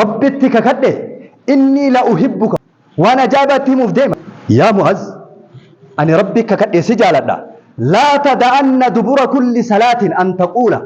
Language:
Oromo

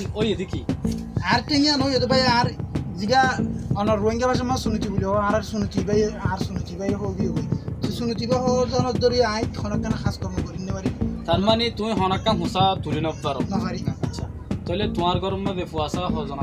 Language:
Rohingya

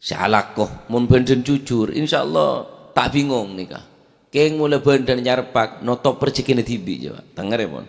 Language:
Madurese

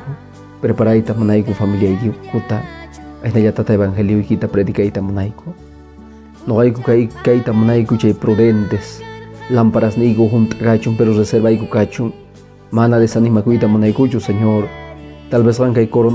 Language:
Quechua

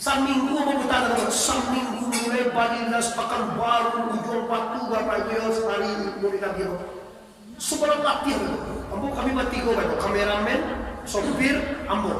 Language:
Minangkabau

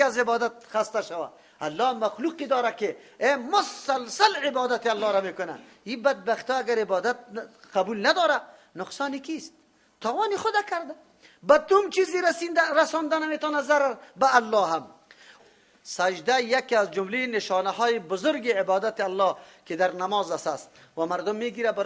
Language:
Persian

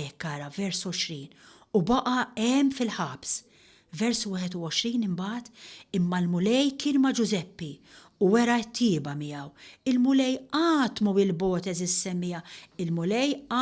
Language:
Maltese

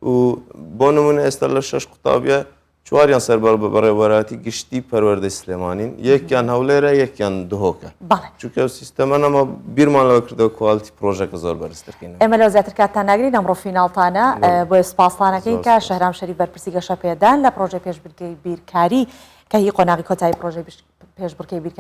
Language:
Central Kurdish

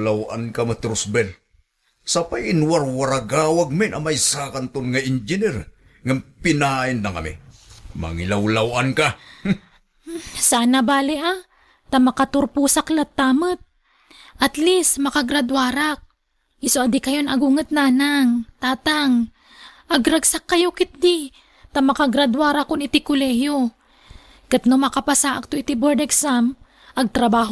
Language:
Iloko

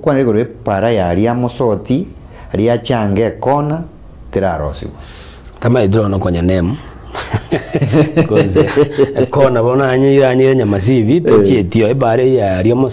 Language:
Gusii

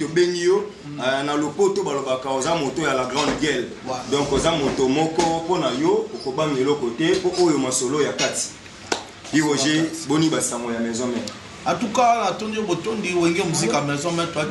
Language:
Lingala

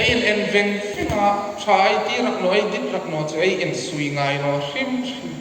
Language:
Hmar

